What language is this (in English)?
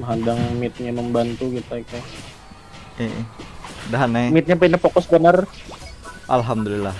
Banjar